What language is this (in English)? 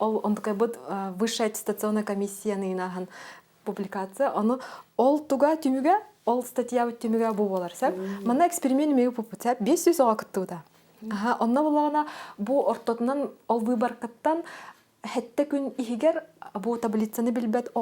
Yakut